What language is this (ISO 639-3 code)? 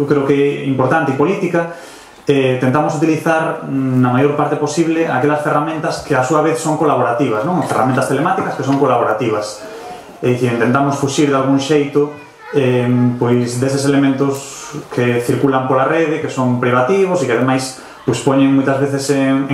glg